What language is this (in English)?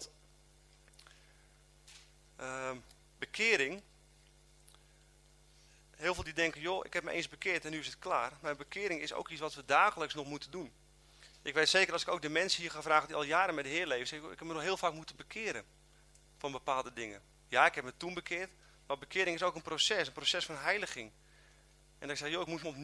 Dutch